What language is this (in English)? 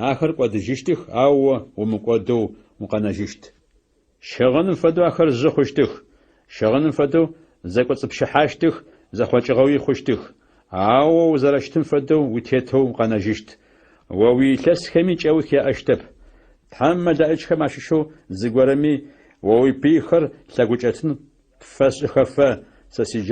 Adyghe